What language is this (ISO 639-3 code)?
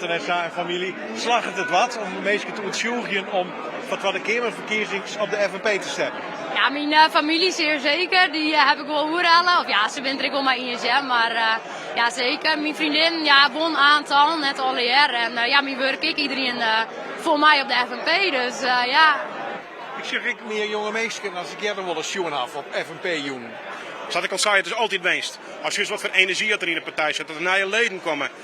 fry